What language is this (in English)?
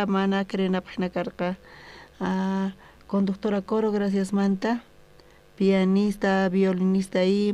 South Bolivian Quechua